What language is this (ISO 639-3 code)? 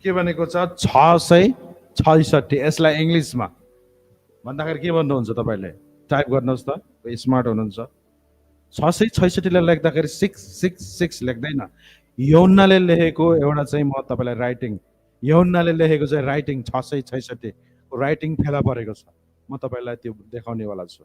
nep